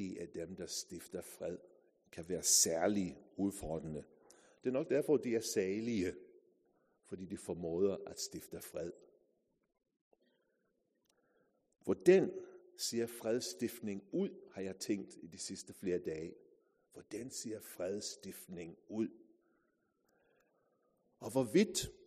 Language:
Danish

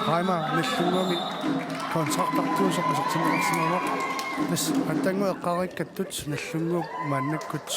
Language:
Kalaallisut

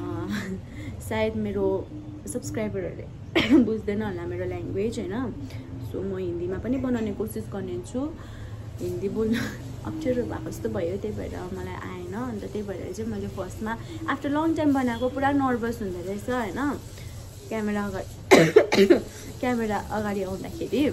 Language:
Nepali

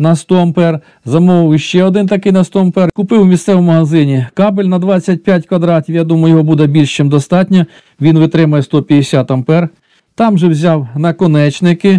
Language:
Ukrainian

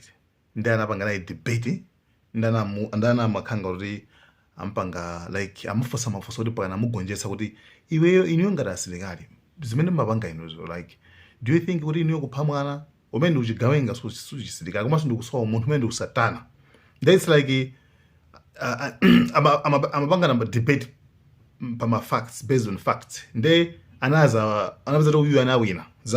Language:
Nyanja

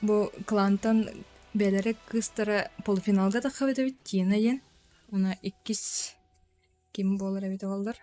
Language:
Yakut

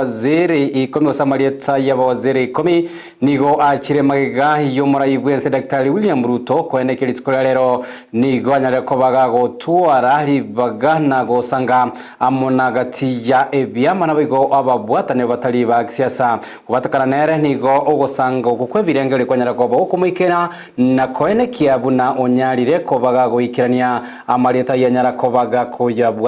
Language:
Gusii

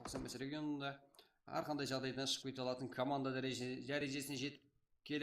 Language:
Kara-Kalpak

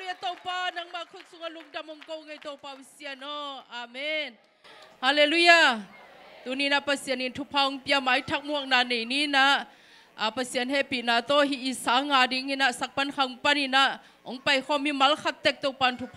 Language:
Tedim Chin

